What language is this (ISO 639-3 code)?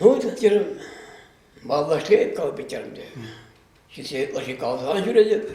chv